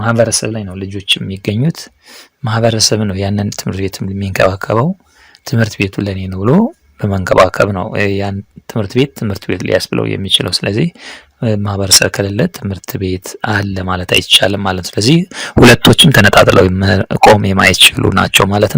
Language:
Amharic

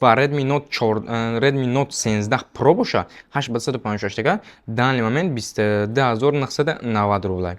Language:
Tajik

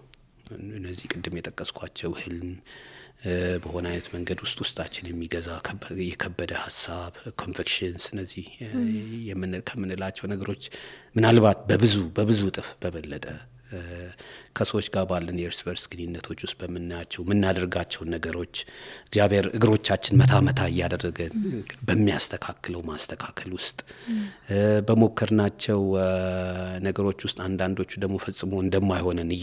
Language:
Amharic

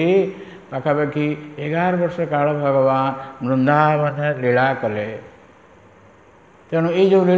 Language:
Odia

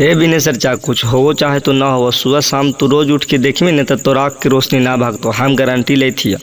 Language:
Magahi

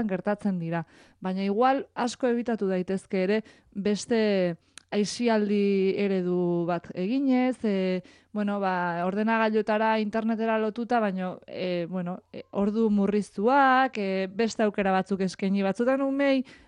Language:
Basque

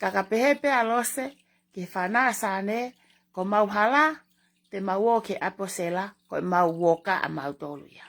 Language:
Tongan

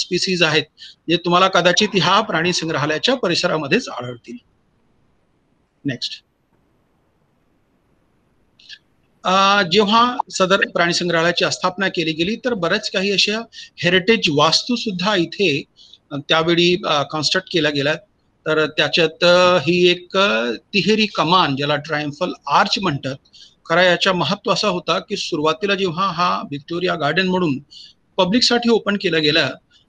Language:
Marathi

